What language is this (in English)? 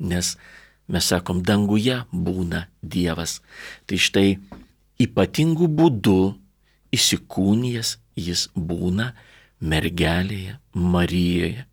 Lithuanian